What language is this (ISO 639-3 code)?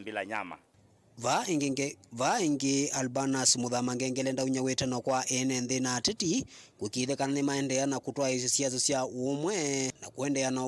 kam